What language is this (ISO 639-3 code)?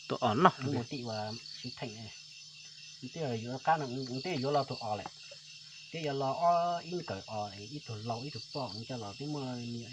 hmn